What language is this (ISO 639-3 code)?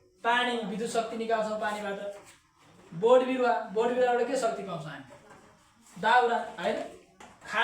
nep